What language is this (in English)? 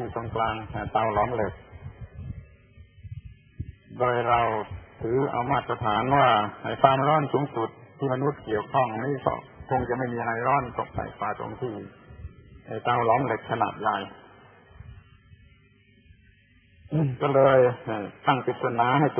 Thai